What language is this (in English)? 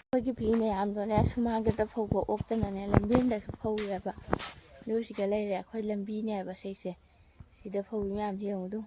Manipuri